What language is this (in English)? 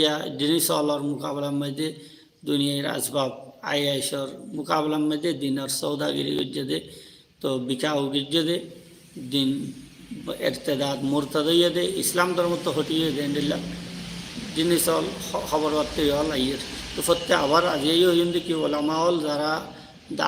Rohingya